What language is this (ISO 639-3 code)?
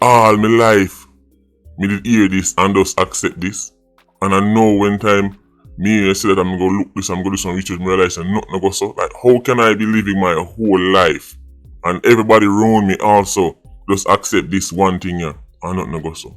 jam